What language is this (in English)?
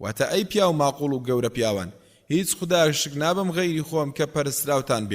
Central Kurdish